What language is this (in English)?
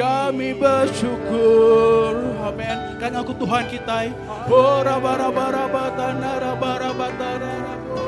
Iban